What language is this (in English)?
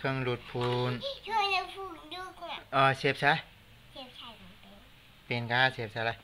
Shan